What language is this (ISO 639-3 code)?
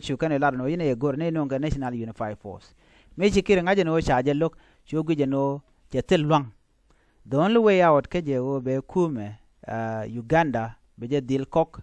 nus